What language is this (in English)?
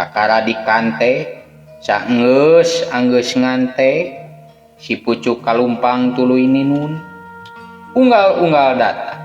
Sundanese